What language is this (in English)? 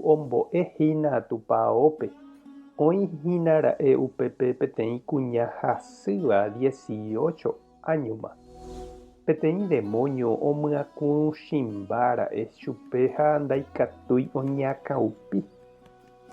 Guarani